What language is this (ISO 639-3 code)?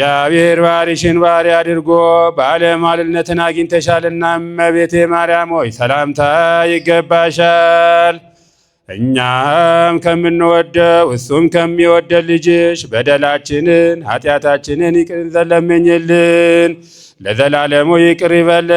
amh